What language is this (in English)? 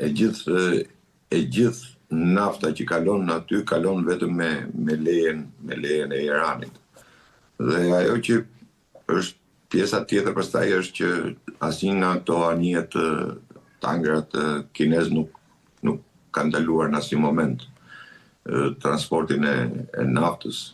Albanian